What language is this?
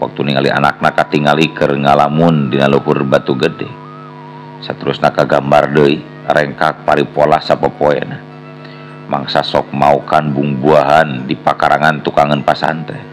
Sundanese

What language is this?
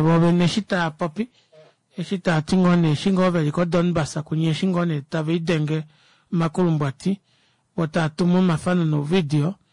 Kuanyama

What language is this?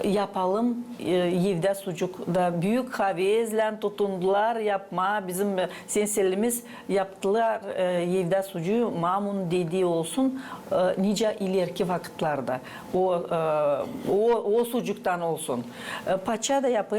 Gagauz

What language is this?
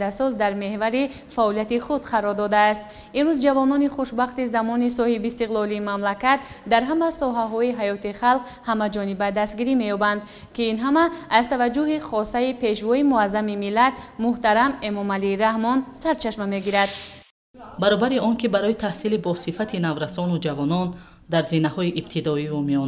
Tajik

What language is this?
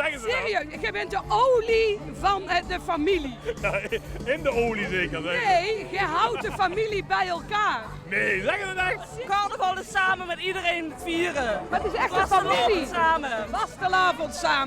Limburgish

